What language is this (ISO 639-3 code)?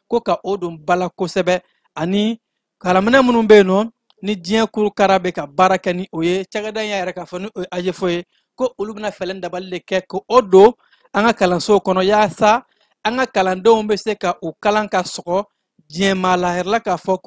bam